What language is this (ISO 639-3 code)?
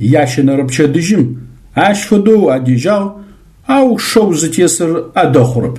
ady